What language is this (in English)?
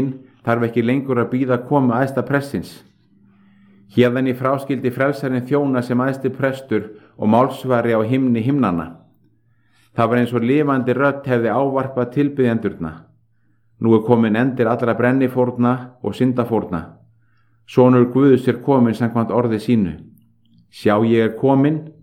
Icelandic